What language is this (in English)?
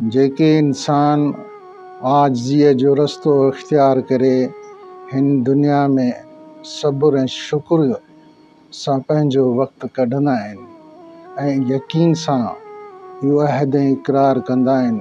Sindhi